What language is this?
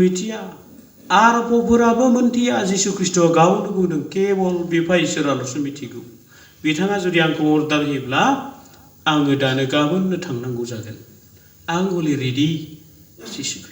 Bodo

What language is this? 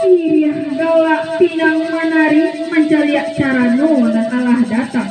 Minangkabau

